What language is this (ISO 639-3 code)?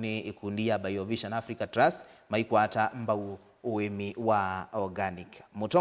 kam